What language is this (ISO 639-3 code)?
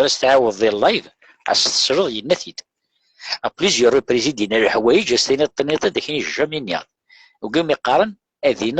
kab